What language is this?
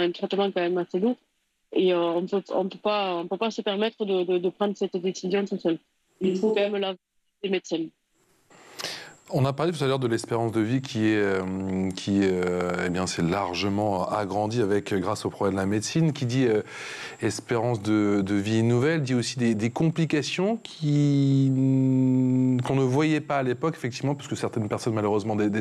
French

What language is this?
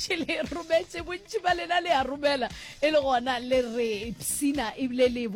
Northern Sotho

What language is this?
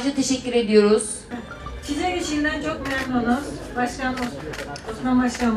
Turkish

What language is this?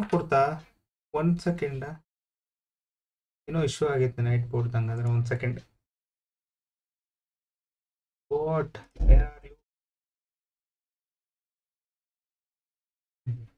Kannada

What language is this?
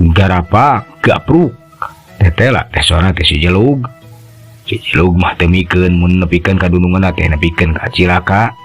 Sundanese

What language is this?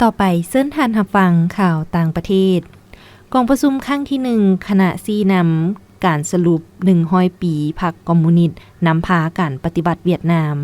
Lao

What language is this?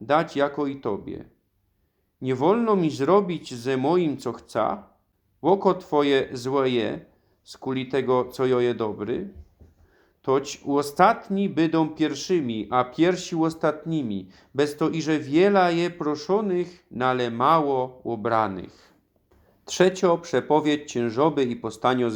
Silesian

